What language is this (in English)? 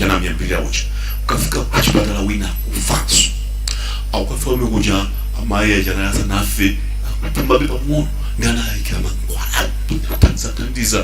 Nyanja